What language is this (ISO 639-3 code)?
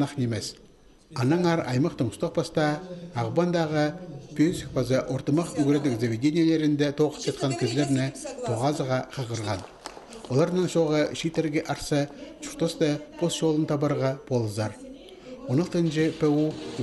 kjh